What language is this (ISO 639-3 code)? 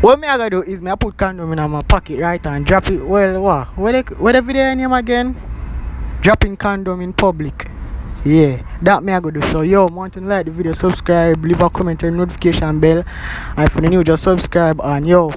jam